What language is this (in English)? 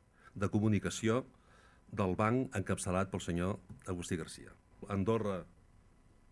Catalan